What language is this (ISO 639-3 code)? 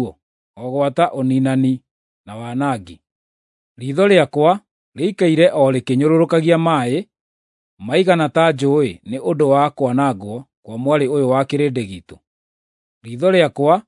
kik